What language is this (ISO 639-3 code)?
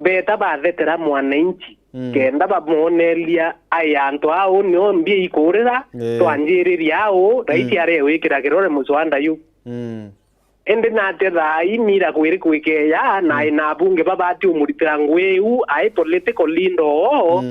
mer